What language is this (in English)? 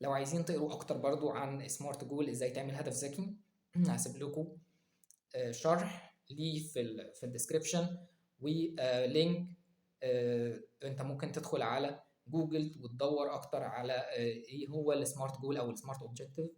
Egyptian Arabic